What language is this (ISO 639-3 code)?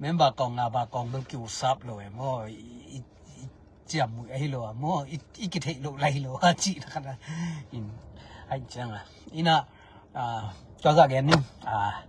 ctd